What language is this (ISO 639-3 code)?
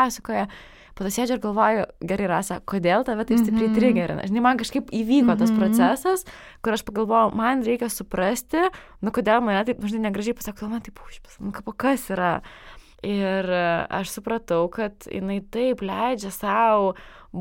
lit